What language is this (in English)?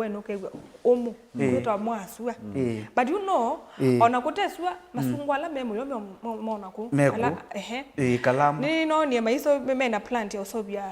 Kamba